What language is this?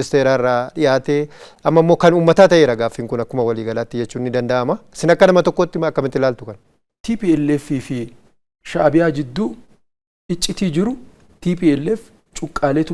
Oromo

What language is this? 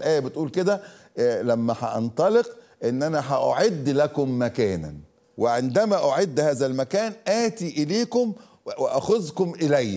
Egyptian Arabic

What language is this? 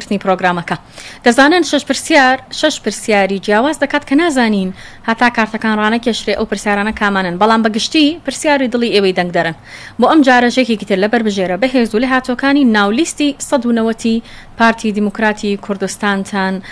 Central Kurdish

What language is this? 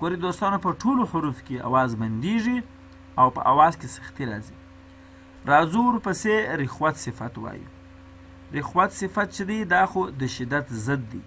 Pashto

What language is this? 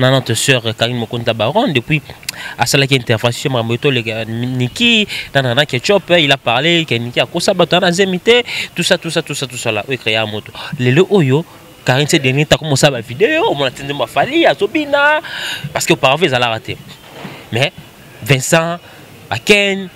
Lingala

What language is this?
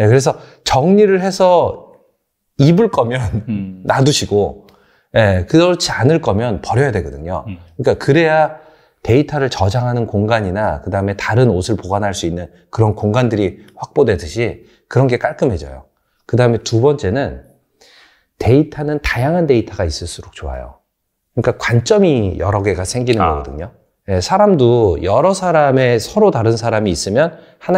Korean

